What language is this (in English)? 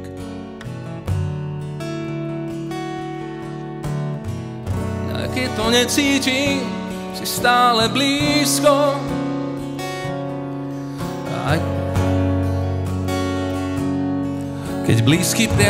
Slovak